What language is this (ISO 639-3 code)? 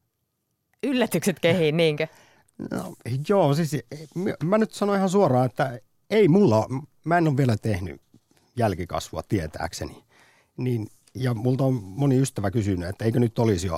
fin